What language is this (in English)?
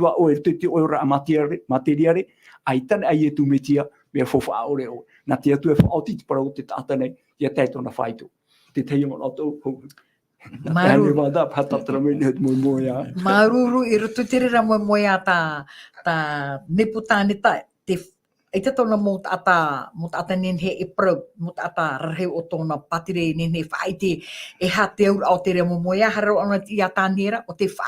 Tahitian